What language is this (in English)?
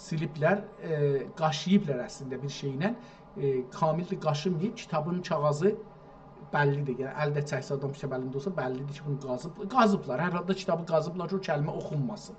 South Azerbaijani